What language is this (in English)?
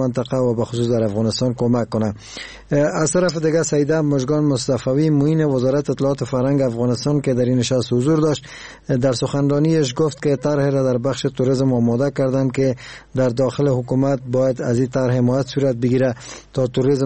Persian